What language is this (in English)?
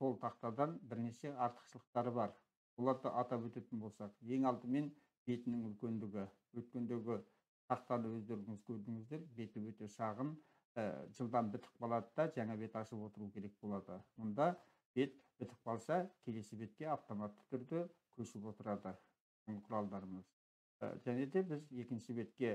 Kazakh